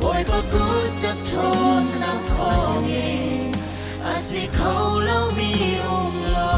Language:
Hakha Chin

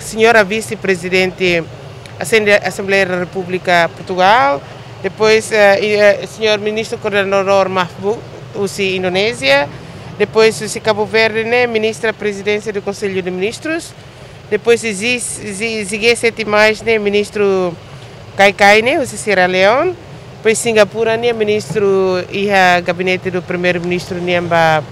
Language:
Tetum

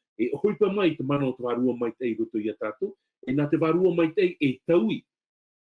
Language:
Tahitian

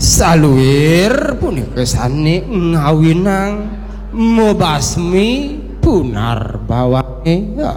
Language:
Balinese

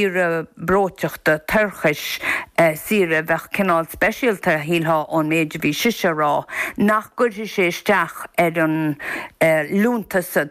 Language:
Irish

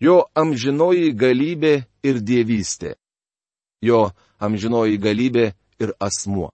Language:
Lithuanian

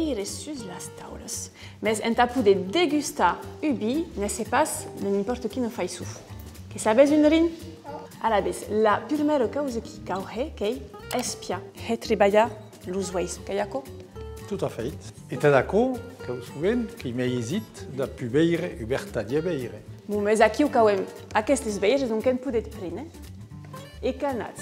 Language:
Occitan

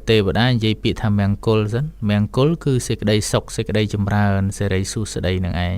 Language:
Khmer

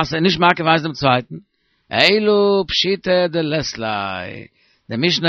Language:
Yiddish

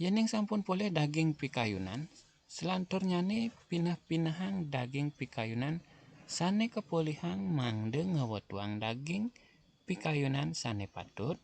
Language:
Balinese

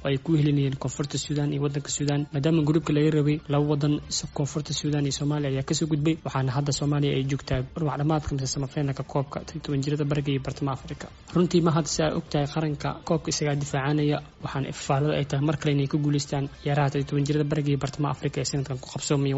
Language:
Somali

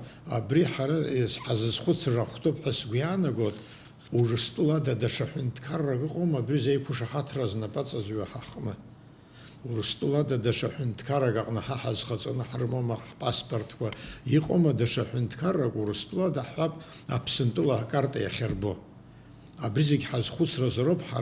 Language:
Abkhazian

